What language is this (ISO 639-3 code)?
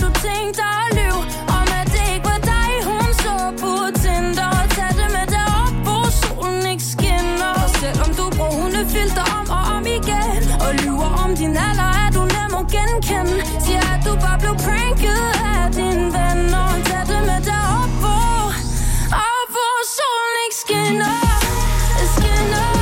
dan